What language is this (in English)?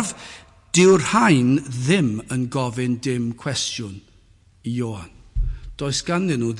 Welsh